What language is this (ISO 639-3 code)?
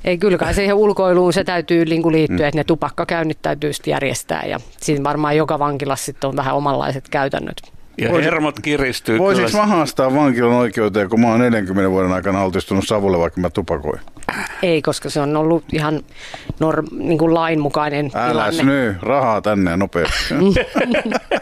fin